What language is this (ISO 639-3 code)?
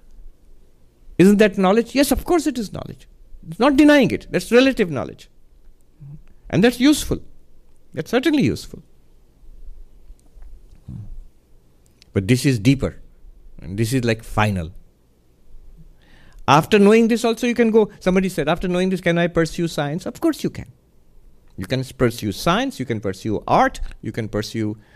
eng